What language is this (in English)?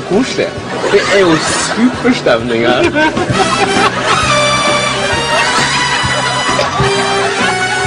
Norwegian